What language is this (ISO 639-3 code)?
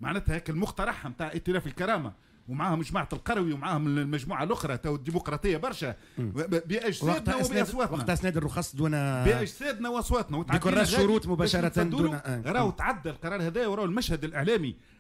aeb